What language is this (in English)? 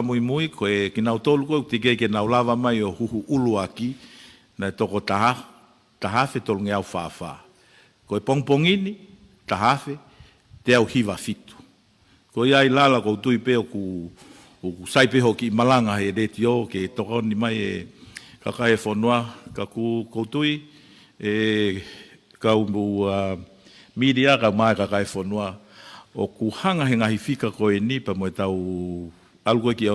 Tongan